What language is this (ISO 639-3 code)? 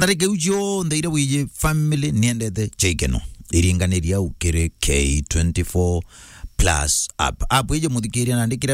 mer